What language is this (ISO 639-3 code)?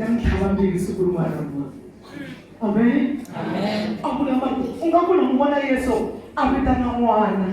tso